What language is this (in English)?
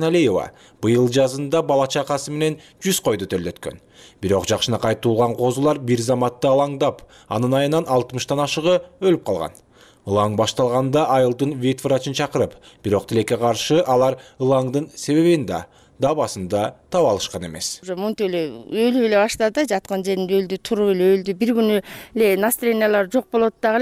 Kyrgyz